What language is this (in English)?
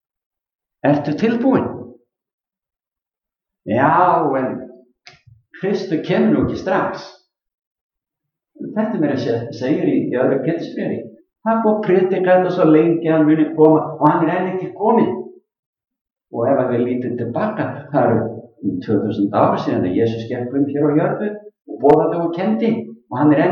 Icelandic